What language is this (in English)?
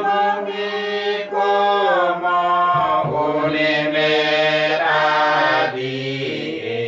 Uduk